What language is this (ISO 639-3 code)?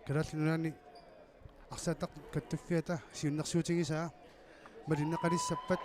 kal